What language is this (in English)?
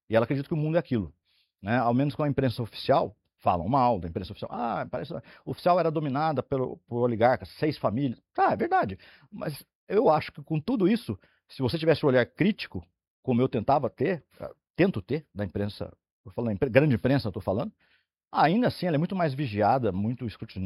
Portuguese